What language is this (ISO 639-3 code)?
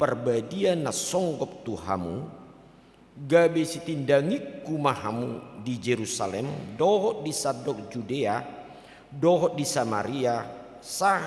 bbc